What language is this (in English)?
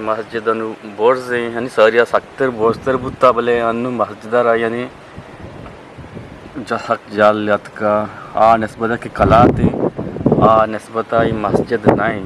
Eastern Balochi